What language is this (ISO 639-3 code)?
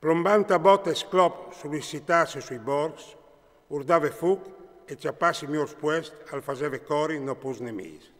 fur